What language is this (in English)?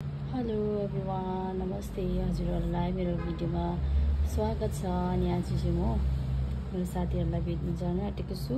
Nepali